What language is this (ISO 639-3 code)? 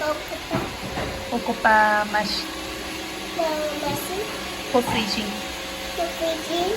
tsn